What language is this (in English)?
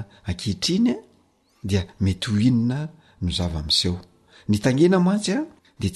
Malagasy